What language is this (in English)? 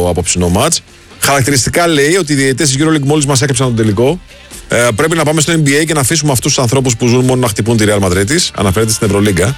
Greek